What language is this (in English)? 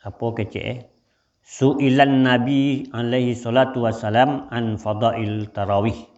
Minangkabau